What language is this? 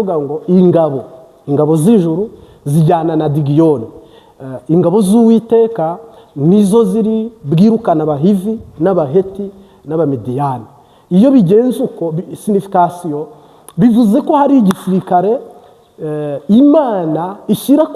Kinyarwanda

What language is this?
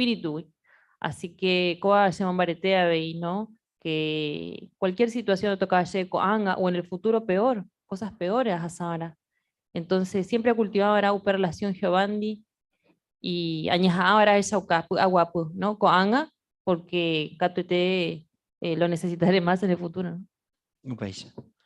Guarani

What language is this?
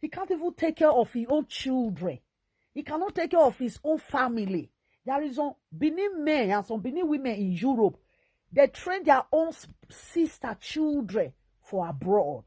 Nigerian Pidgin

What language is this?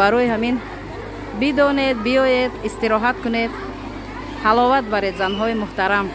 Tajik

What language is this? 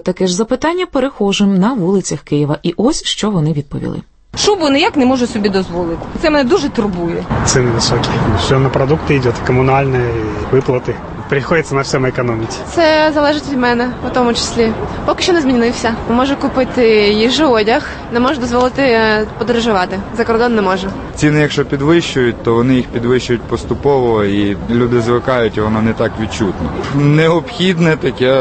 Ukrainian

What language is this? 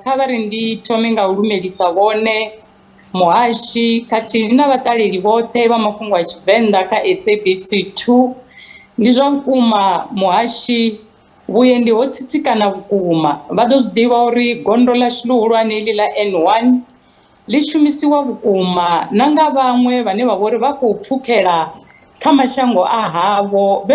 Venda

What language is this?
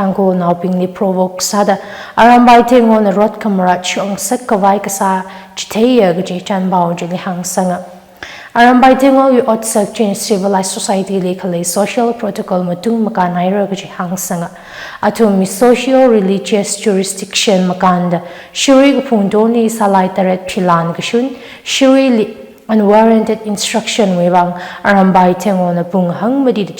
Tangkhul Naga (India)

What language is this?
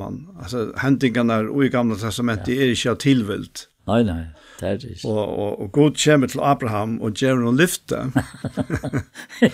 Faroese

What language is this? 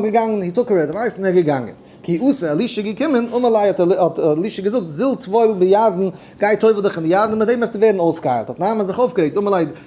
Yiddish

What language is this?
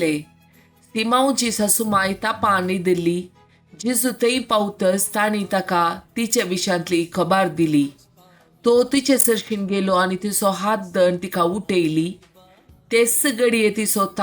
Konkani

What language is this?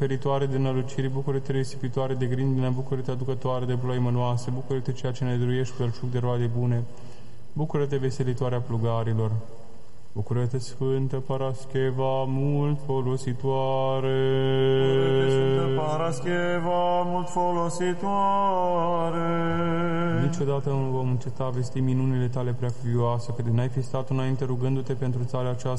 Romanian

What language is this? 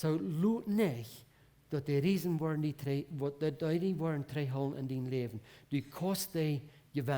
Plautdietsch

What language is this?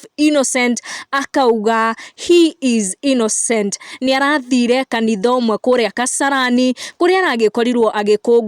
Kikuyu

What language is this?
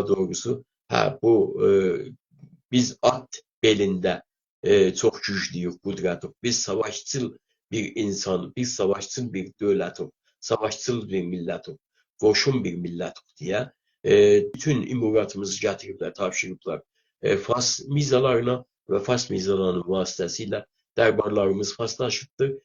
South Azerbaijani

